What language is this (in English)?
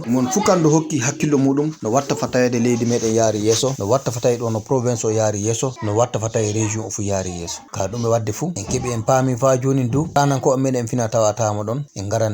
Fula